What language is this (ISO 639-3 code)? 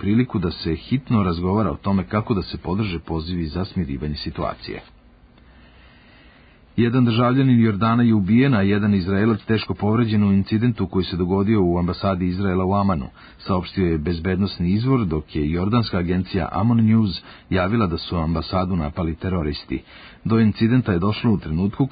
srp